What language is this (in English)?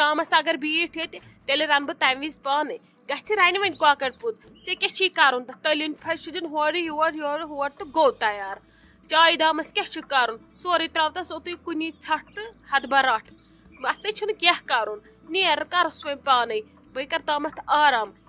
Kashmiri